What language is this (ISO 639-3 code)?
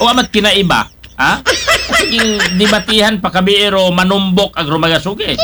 akl